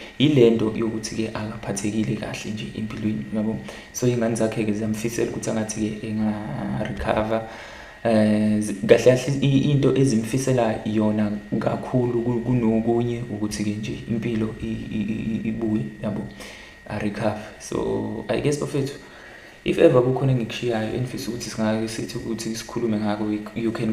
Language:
Zulu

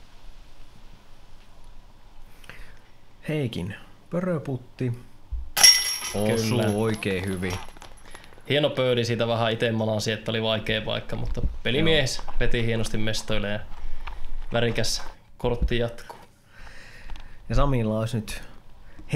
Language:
Finnish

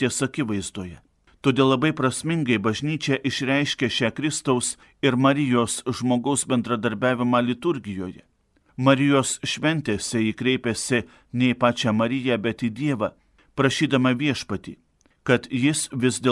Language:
Lithuanian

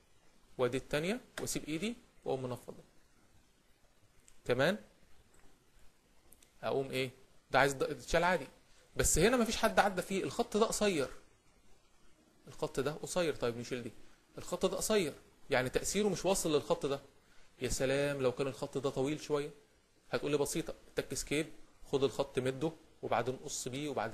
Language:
Egyptian Arabic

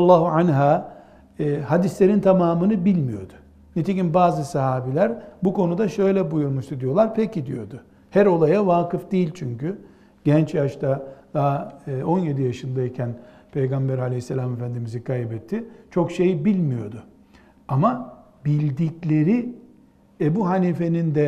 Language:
Turkish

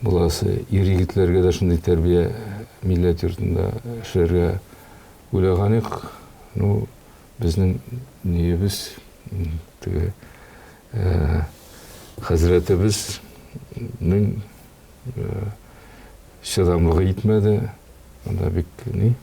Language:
Tatar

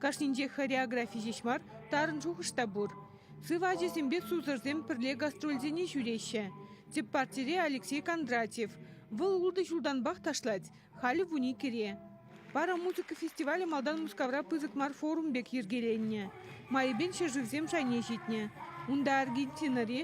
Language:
Chuvash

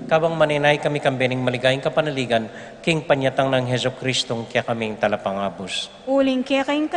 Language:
Pampanga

